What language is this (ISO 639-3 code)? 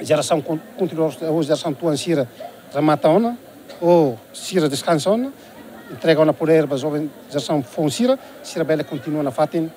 tet